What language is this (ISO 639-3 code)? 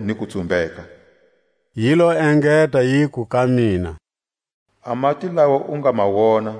tsc